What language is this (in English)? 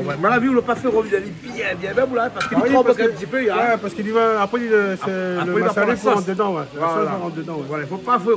Réunion Creole French